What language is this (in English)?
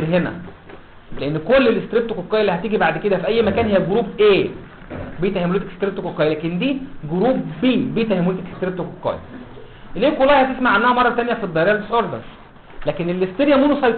Egyptian Arabic